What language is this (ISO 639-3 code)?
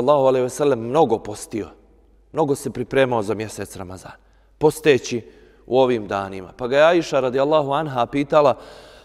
bos